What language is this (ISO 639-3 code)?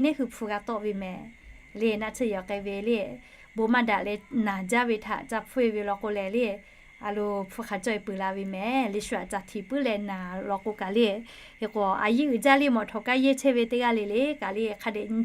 lhu